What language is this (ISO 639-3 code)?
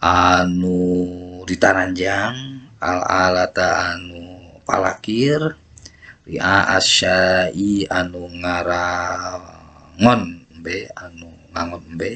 sun